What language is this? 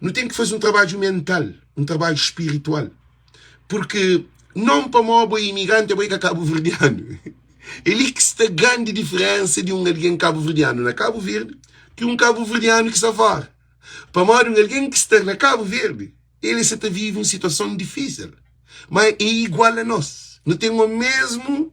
Kabuverdianu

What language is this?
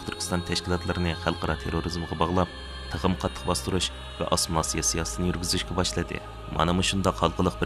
Uyghur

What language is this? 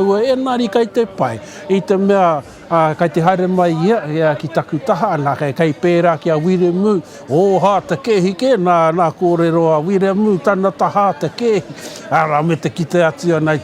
Māori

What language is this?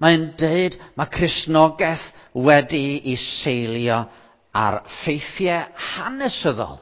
Welsh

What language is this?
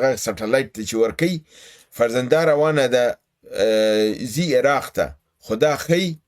Pashto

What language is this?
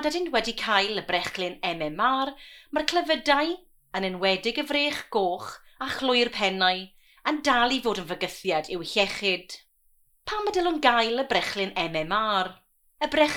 Welsh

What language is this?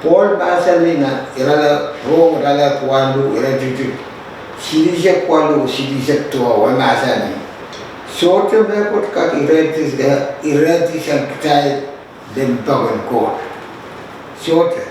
Pohnpeian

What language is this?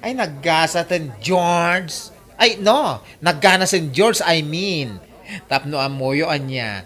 Iloko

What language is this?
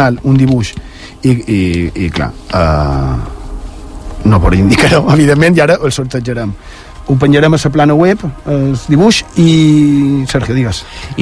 Catalan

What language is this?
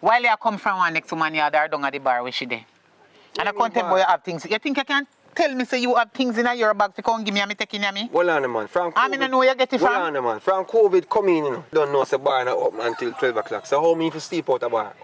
Jamaican Creole English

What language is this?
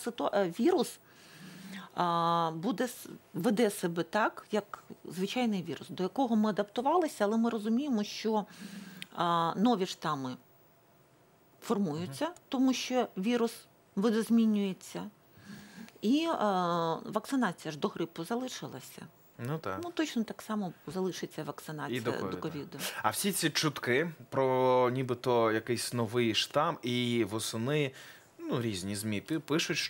Ukrainian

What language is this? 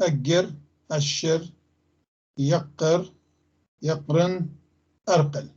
North Levantine Arabic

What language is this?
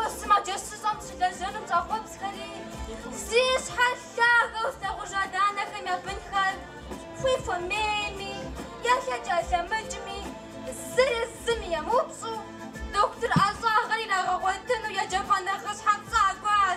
Kabardian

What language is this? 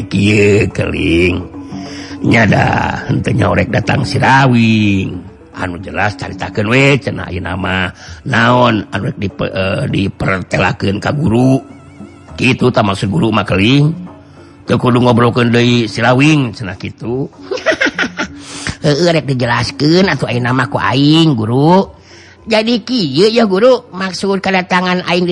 Sundanese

